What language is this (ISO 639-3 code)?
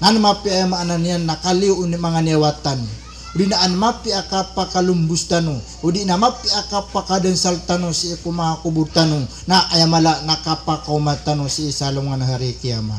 mrw